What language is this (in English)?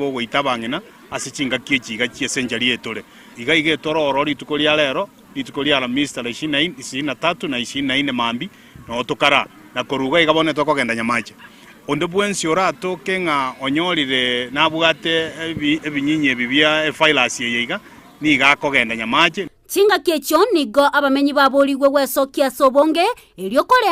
Gusii